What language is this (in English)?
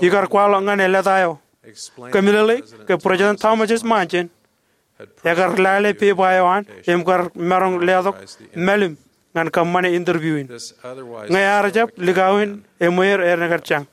Marshallese